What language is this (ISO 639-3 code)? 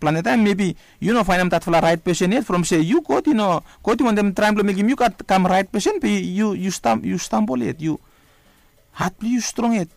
bis